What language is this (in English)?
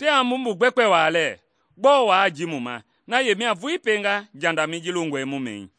Mende